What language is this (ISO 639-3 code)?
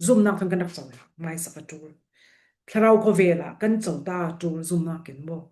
cfm